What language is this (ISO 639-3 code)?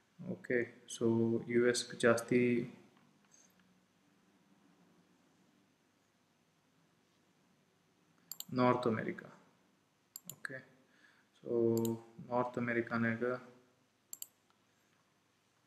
kan